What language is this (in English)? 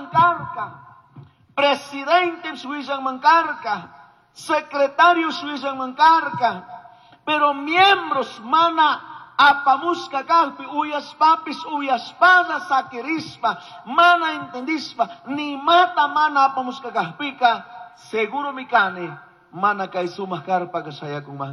Chimborazo Highland Quichua